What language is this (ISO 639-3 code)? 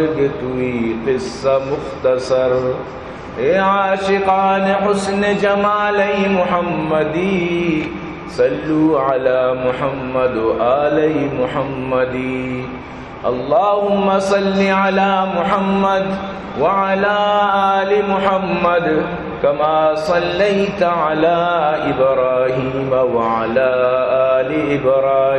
bal